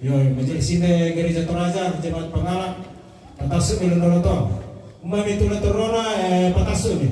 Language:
Toraja-Sa'dan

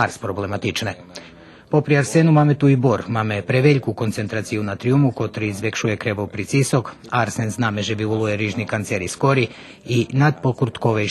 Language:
Rusyn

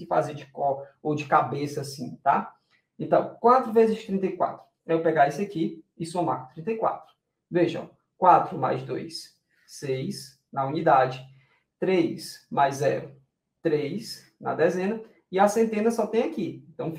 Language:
Portuguese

